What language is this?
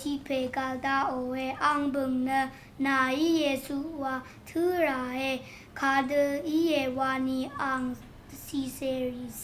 Rawang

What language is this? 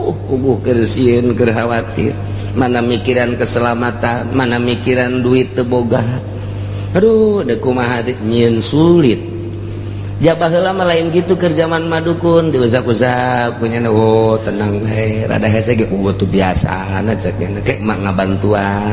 Sundanese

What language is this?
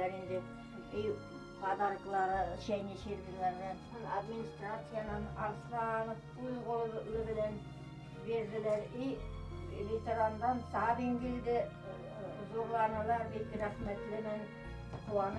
Bashkir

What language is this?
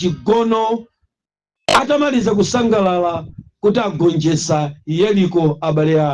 Nyanja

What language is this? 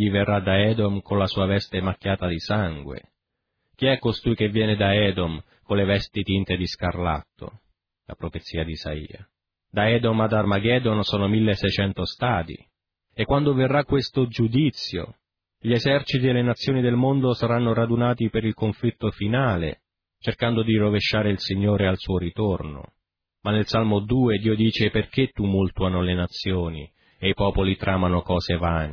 Italian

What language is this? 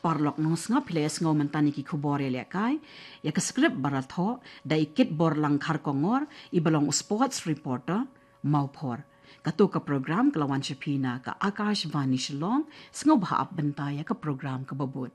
Khasi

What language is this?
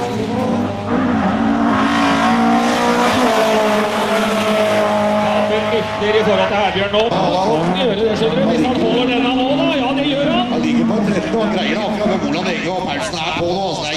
Norwegian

